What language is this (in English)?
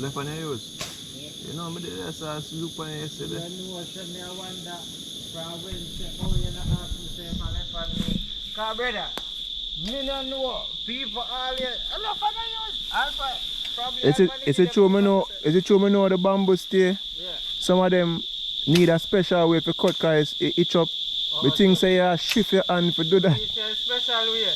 Jamaican Creole English